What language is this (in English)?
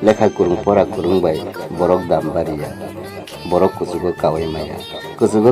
Kok Borok